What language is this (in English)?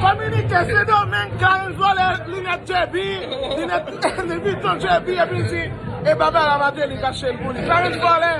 Haitian Creole